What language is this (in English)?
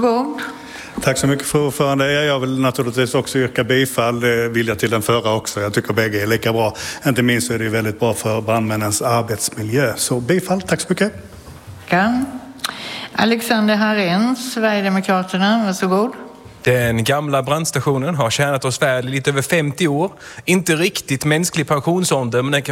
Swedish